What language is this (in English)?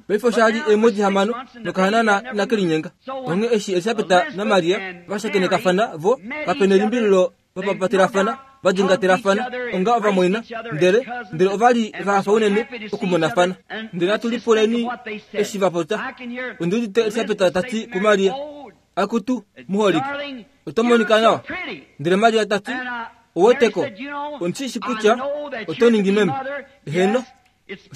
Kuanyama